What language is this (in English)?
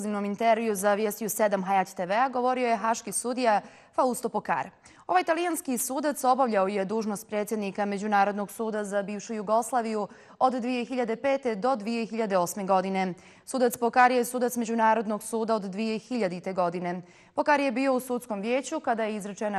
Bosnian